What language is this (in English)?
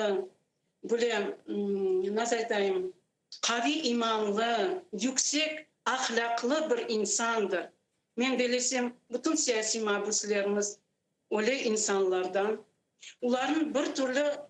Crimean Tatar